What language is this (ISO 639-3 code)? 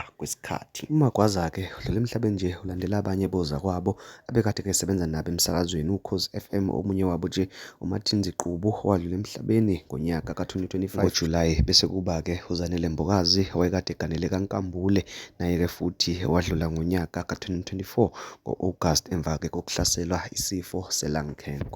zul